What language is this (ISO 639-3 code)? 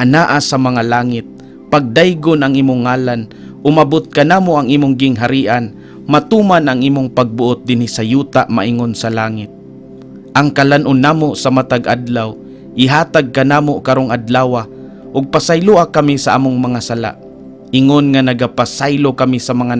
ceb